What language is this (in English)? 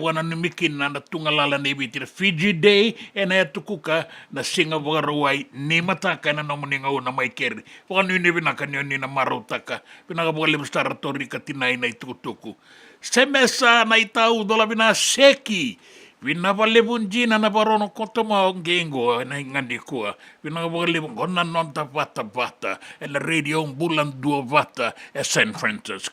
Fijian